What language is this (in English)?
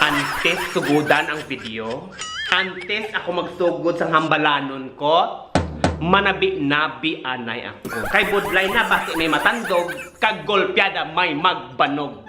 Hiligaynon